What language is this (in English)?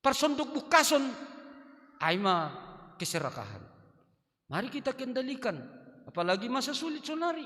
Batak Simalungun